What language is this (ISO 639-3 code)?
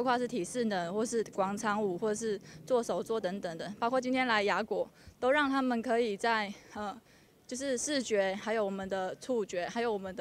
zho